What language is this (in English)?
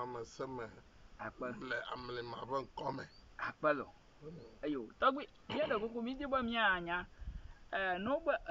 Ewe